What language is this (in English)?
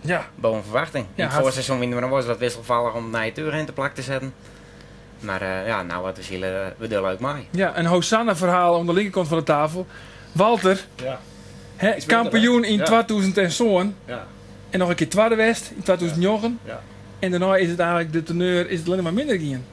Western Frisian